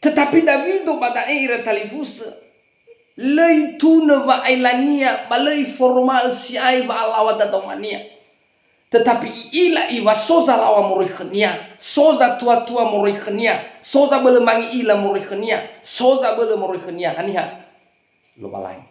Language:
Nias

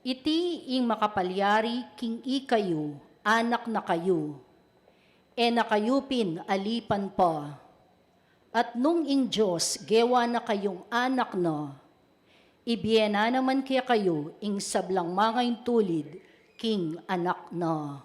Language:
Pampanga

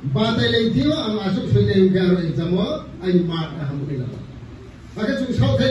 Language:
Riang (India)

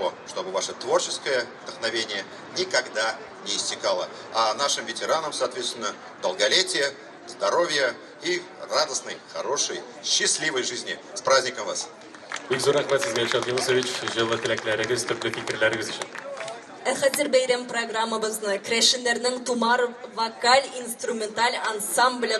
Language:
Tatar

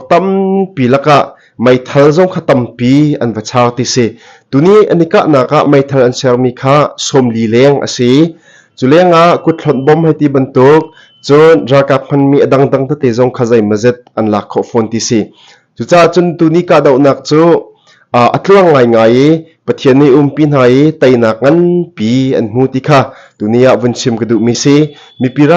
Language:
Hakha Chin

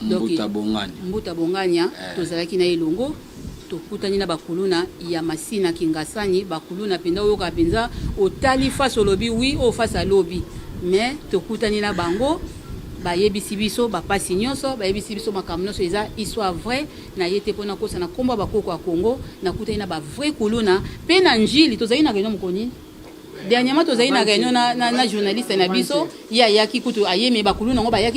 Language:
Lingala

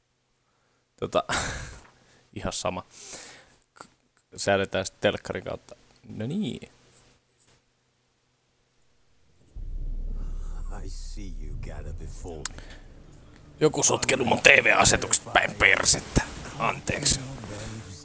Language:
Finnish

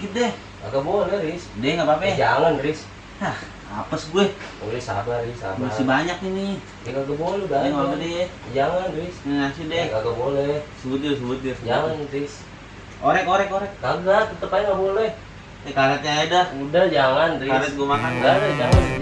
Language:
Betawi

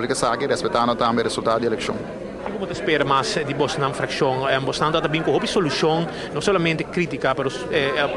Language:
Papiamento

